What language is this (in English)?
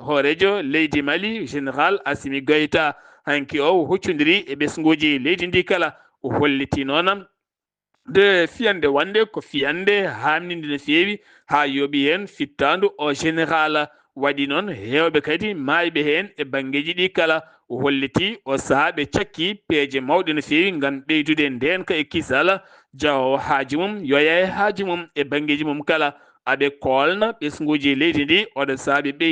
Fula